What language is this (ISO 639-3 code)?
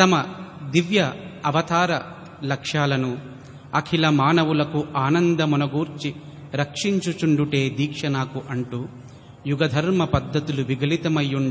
tel